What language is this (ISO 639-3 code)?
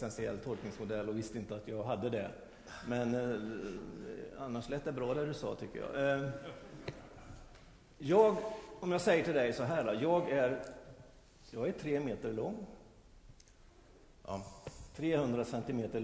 swe